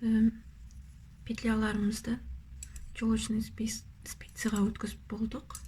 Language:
Kazakh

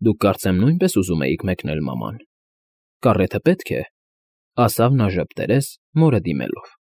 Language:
Armenian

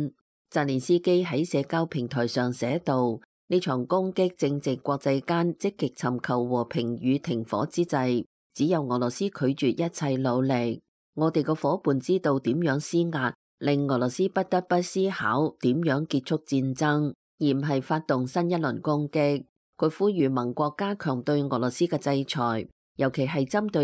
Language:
Cantonese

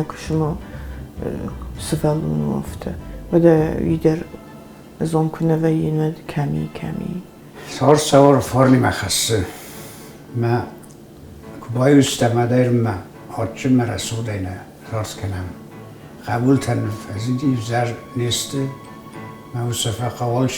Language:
Ossetic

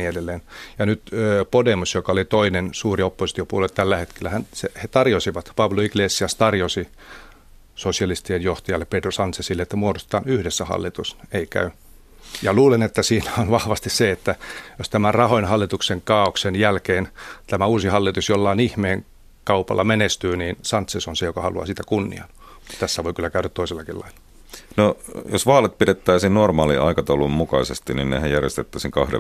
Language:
Finnish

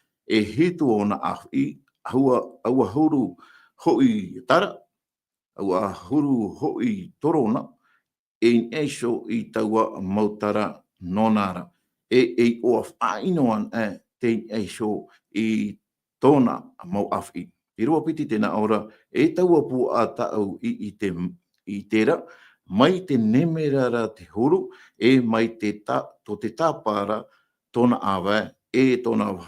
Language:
Tahitian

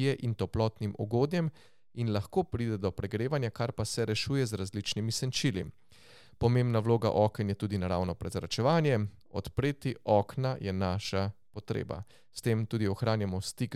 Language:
Slovenian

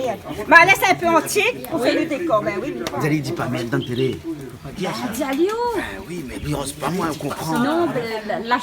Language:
Réunion Creole French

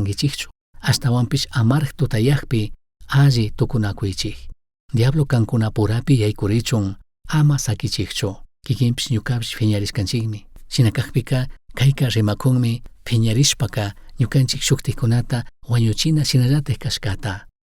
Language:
Chimborazo Highland Quichua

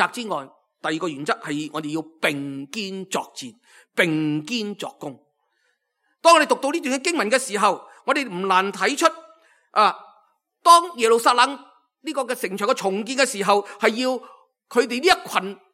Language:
Cantonese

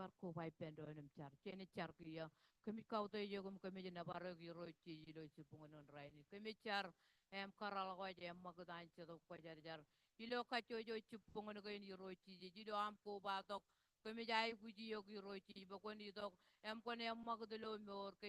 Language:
Marshallese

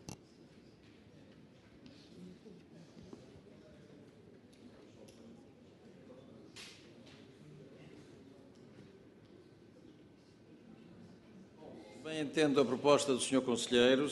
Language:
Portuguese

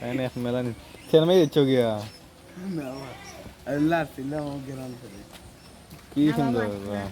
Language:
Sylheti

